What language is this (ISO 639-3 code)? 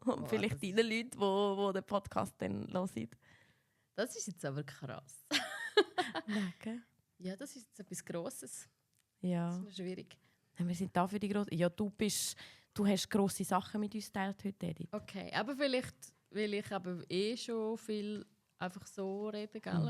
gsw